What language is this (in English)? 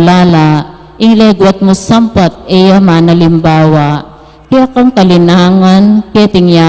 Pampanga